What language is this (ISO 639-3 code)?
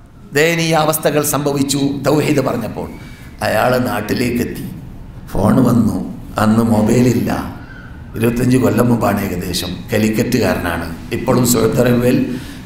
mal